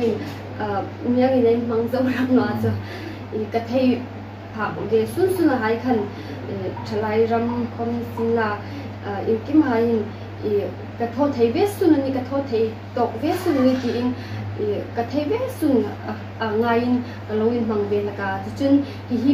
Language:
Hmar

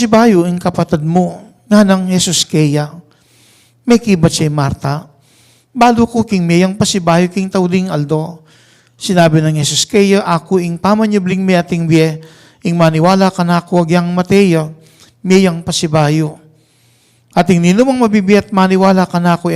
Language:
Pampanga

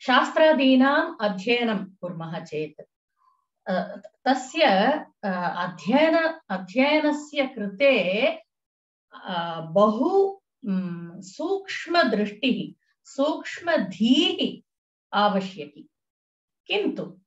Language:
Sanskrit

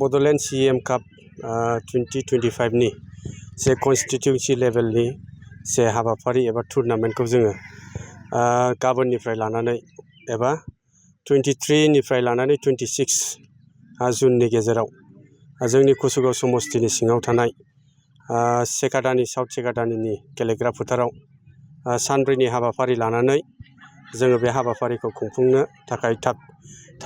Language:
Bodo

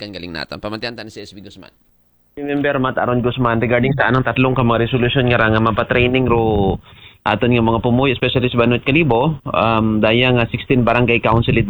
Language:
Aklanon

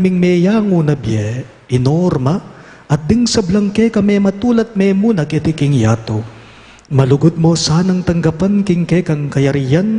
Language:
Pampanga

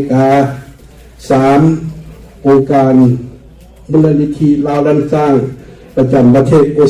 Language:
Lao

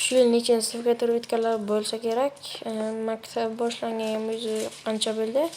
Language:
Uzbek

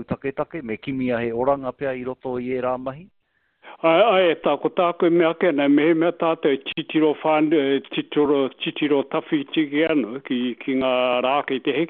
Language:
Māori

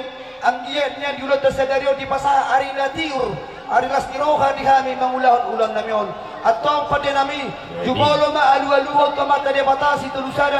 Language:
Batak Toba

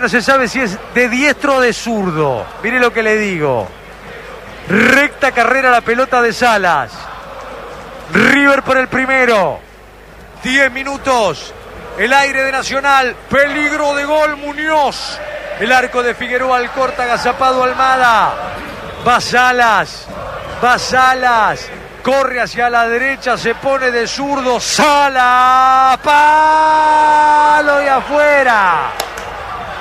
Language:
Spanish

